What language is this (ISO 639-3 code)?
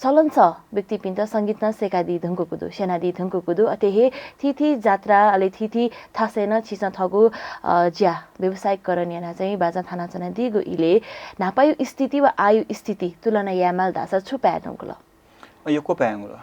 new